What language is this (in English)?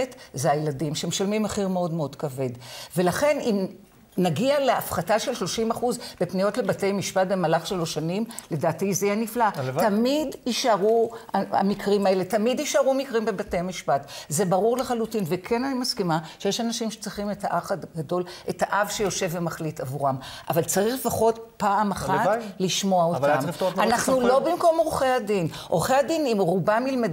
Hebrew